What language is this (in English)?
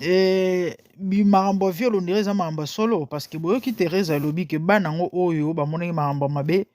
Lingala